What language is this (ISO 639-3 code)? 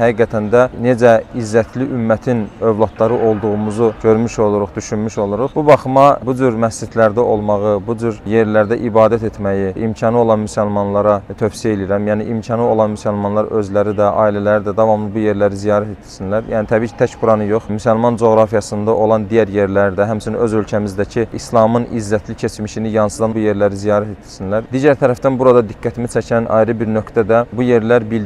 aze